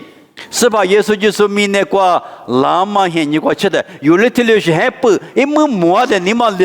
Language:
Lisu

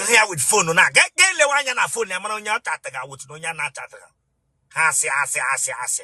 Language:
Igbo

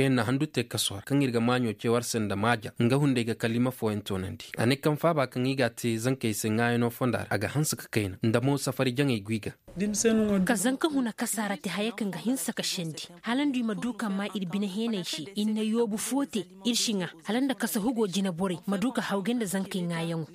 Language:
Zarma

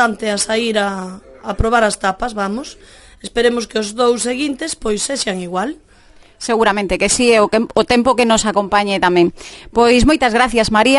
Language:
Galician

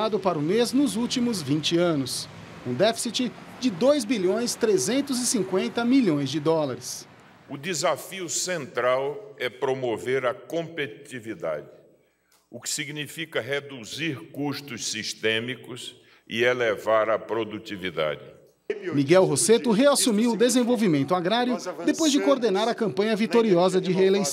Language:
Portuguese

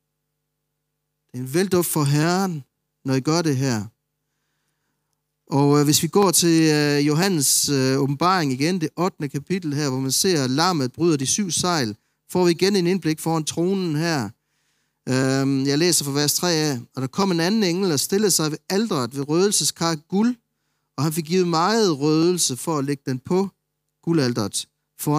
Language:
Danish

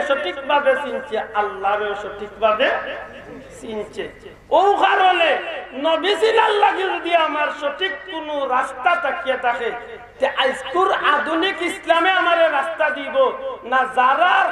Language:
Sylheti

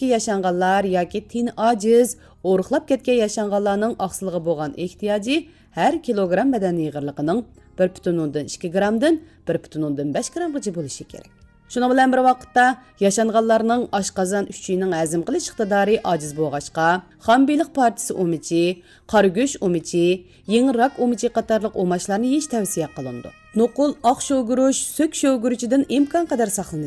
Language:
Uyghur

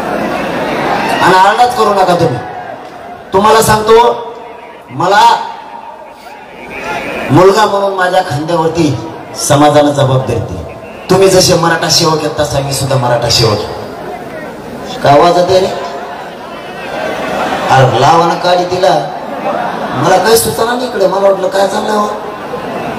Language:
Marathi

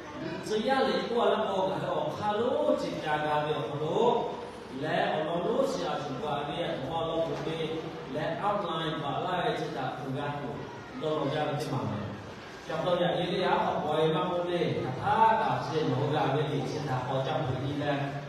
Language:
Lahu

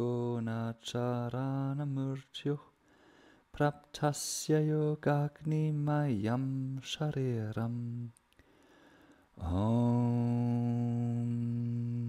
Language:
German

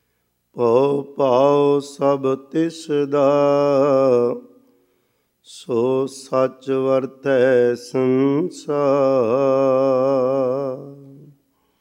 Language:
Punjabi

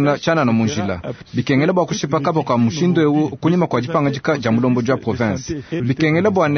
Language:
Luba-Lulua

